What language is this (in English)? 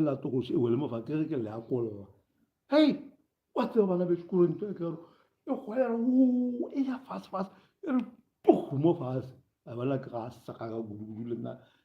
Northern Sotho